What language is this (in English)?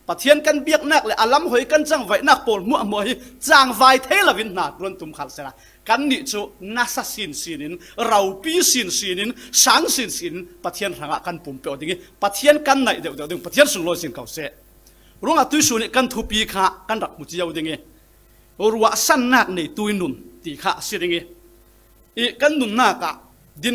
Falam Chin